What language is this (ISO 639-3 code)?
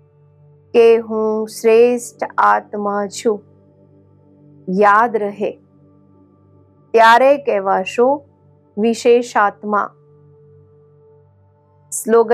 guj